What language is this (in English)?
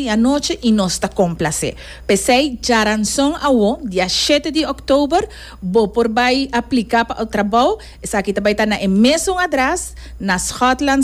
Papiamento